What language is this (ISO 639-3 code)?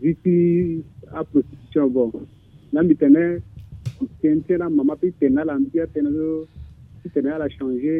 sag